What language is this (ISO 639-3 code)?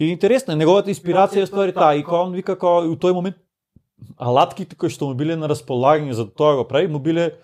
mkd